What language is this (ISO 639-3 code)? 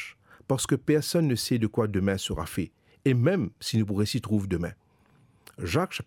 mfe